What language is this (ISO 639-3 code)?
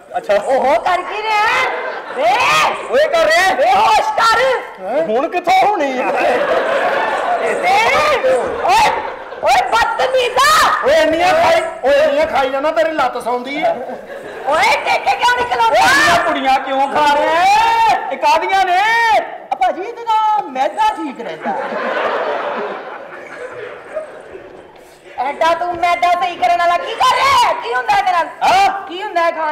pan